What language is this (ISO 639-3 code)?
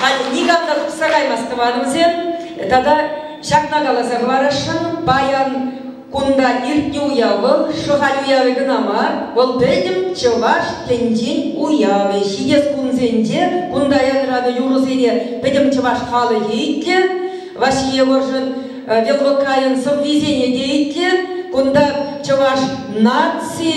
chv